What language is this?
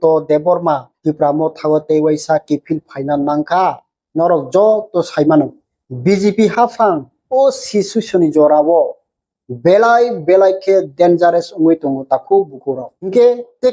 Kok Borok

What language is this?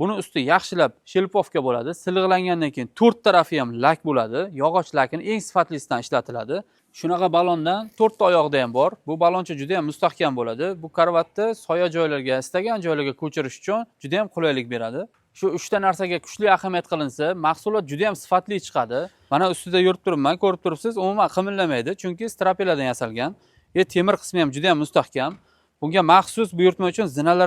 Uzbek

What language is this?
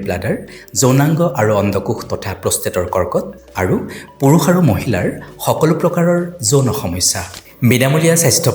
Assamese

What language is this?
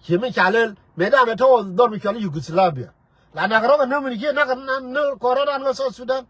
Nuer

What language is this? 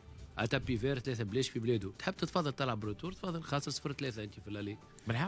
Tunisian Arabic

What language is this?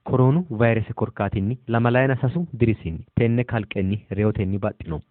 Sidamo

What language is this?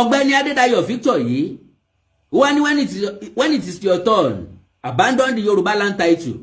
Yoruba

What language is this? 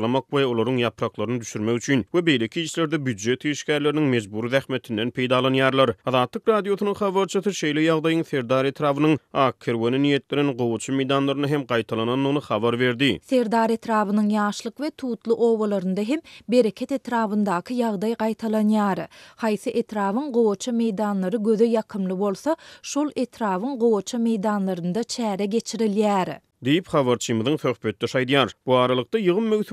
Turkmen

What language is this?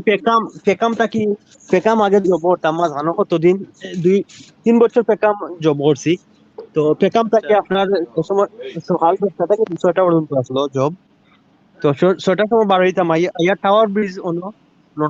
Sylheti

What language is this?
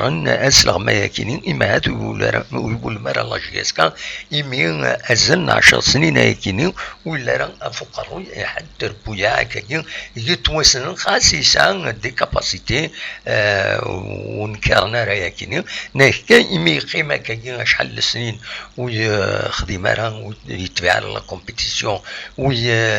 Kabyle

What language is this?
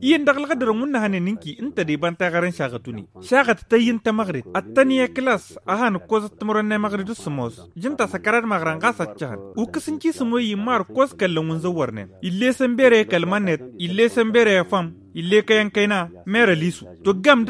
Tamasheq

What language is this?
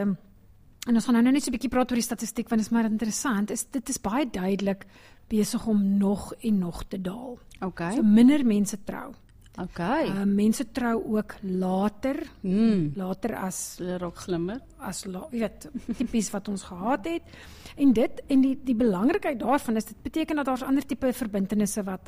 Afrikaans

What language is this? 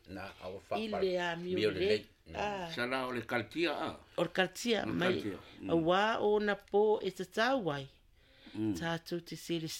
Samoan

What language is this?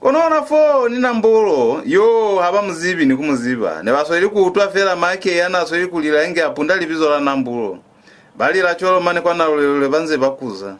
Lozi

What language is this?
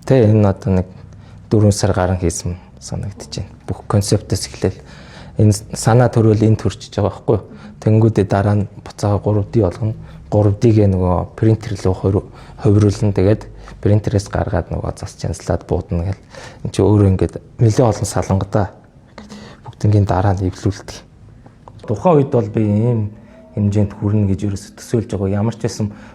Mongolian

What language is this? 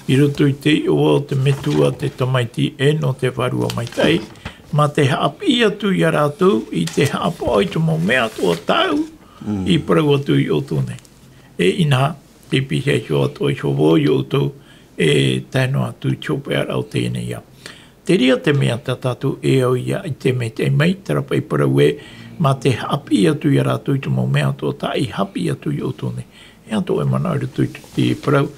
Tahitian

